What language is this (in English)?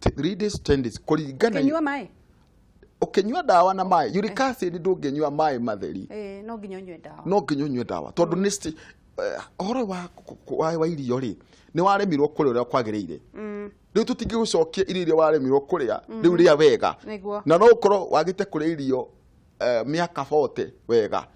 Kikuyu